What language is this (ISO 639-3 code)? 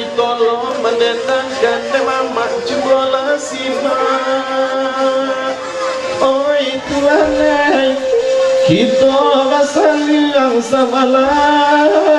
min